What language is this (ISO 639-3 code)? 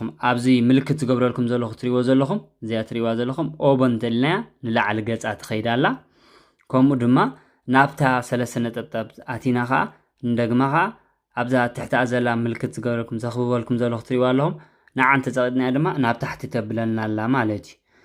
tir